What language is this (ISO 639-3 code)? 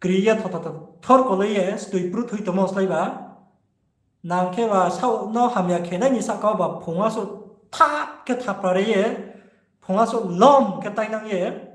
ria